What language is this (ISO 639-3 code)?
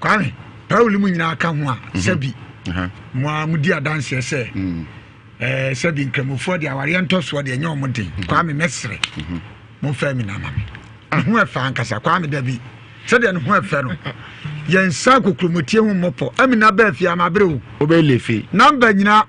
aka